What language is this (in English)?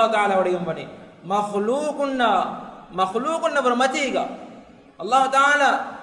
Divehi